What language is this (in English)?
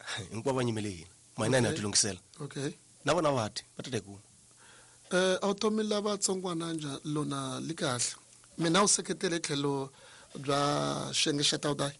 Tsonga